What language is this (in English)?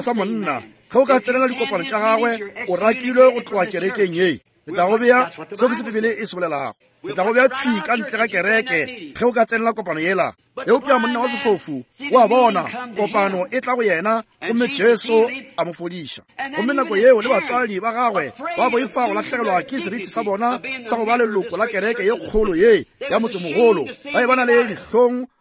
Northern Sotho